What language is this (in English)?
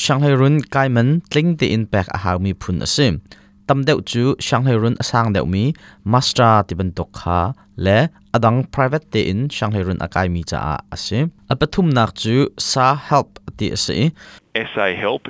Hakha Chin